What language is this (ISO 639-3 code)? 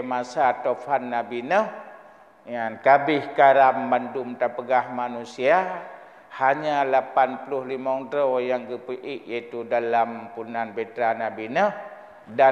ace